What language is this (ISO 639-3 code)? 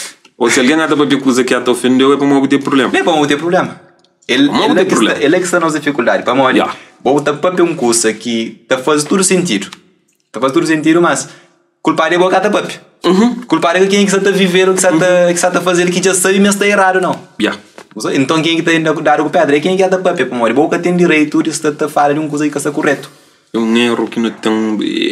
kea